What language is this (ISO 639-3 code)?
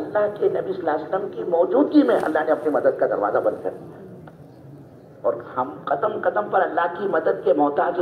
urd